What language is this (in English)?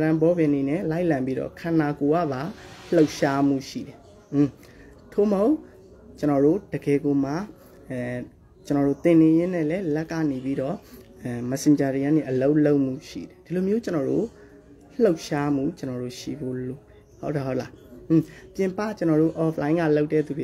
Burmese